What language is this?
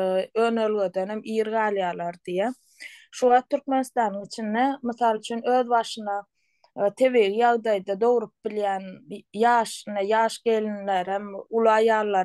Turkmen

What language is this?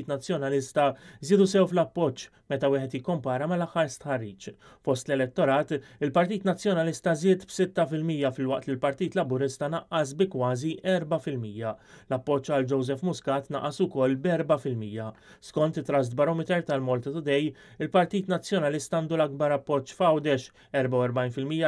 Maltese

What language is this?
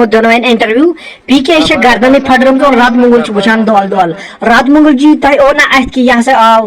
Kashmiri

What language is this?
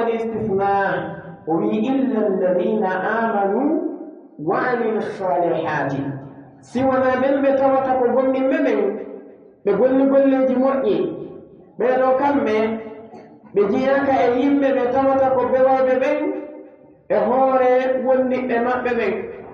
Pular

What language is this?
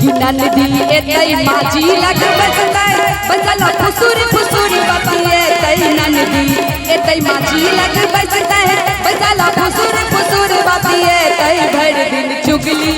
Maithili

